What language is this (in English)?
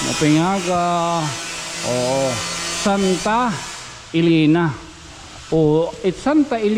Waray